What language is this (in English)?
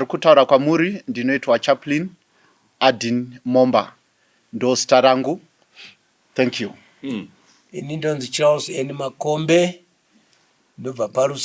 Shona